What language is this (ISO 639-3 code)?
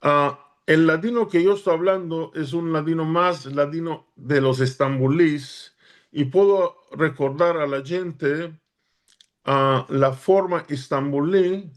lad